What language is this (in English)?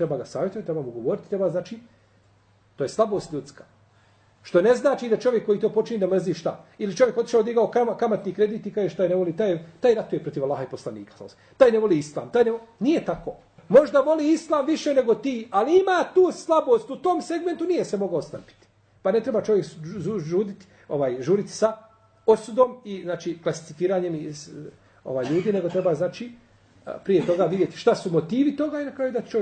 Bosnian